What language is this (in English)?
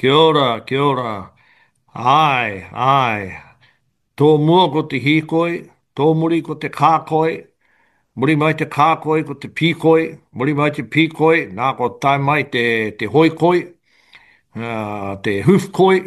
Māori